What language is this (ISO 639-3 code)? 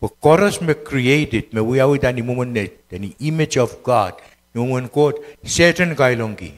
pon